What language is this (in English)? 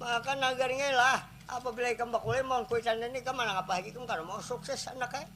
Banjar